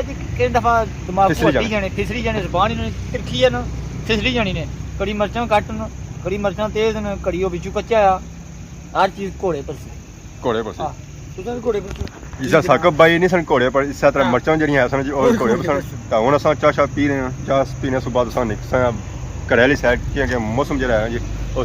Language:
Pahari-Potwari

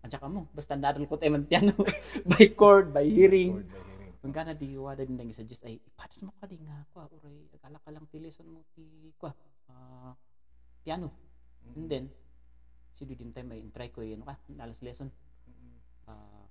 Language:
Kankanaey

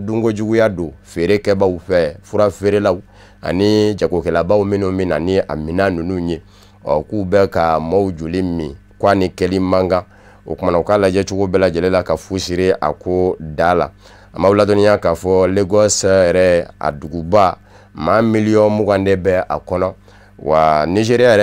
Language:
Bambara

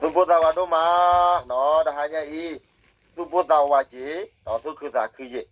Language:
S'gaw Karen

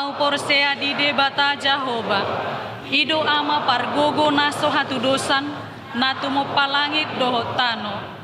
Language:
Batak Toba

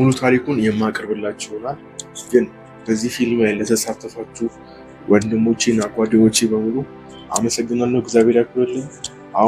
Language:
Amharic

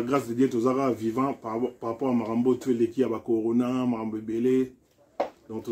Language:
Lingala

